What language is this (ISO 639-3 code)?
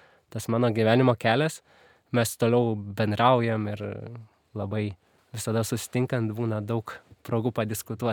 lit